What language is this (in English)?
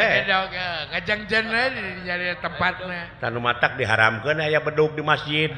Sundanese